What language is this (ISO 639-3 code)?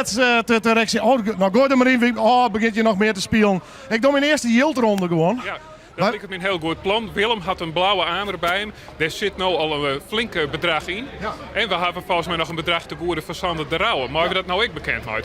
fry